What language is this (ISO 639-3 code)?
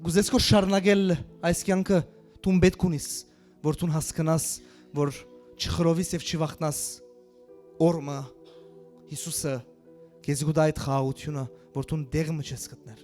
hyw